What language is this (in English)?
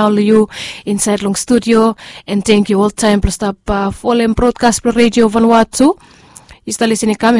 Bislama